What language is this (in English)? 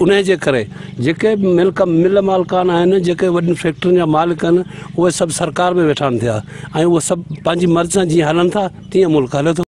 Sindhi